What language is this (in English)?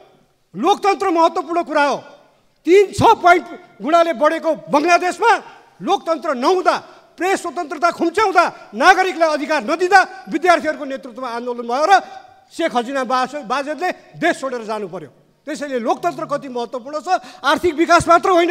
Nepali